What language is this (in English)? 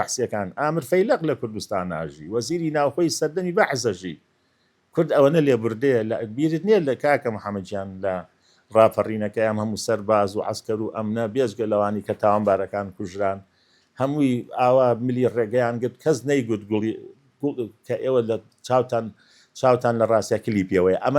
Central Kurdish